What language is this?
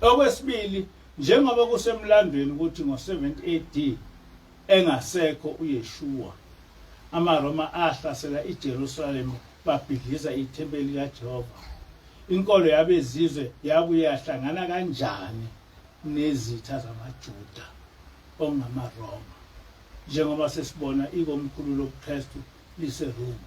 Zulu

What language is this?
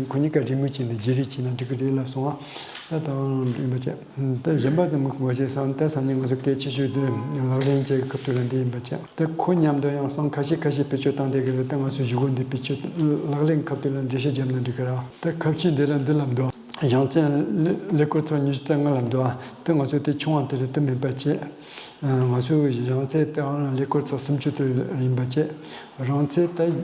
Tibetan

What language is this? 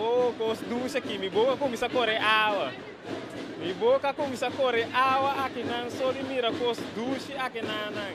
Papiamento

